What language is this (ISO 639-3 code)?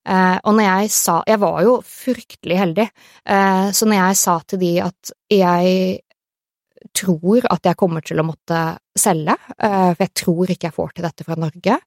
nor